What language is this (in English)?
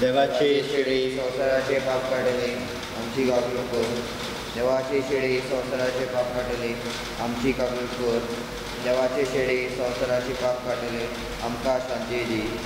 Konkani